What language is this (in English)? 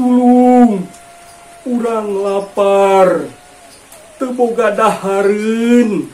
Sundanese